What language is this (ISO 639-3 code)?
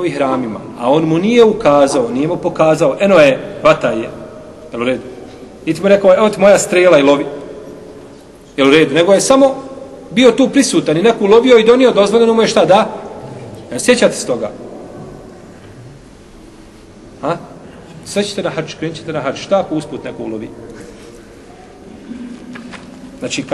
bos